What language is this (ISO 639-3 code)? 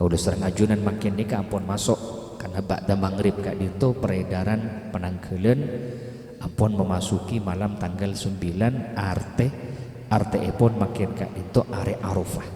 mad